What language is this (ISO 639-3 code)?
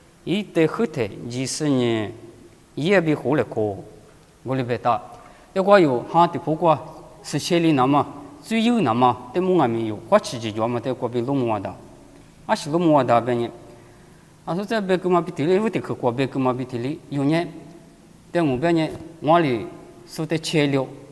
lis